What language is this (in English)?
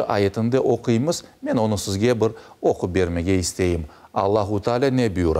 Crimean Tatar